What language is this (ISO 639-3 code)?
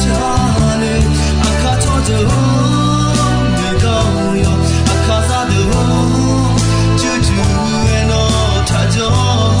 ahk